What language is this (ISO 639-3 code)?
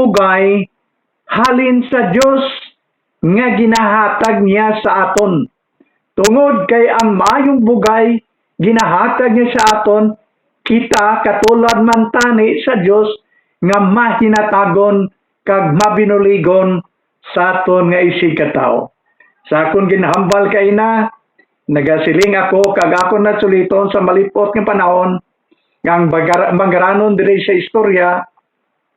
hil